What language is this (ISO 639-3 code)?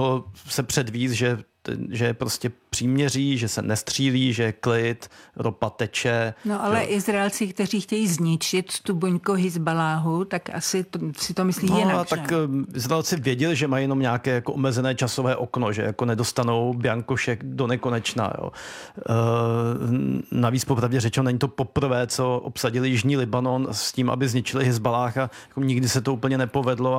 ces